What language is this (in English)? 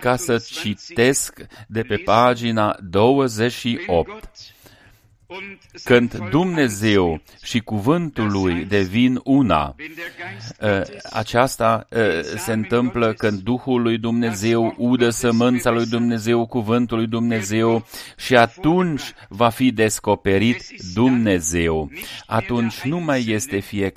Romanian